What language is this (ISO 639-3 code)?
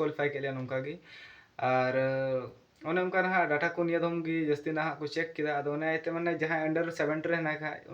sat